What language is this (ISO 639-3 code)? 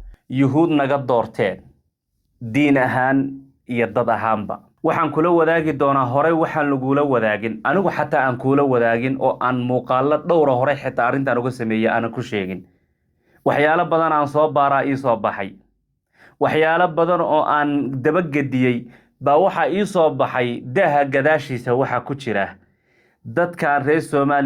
som